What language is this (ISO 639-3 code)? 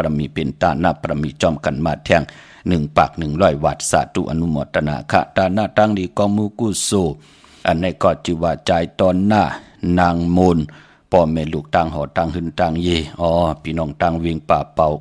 shn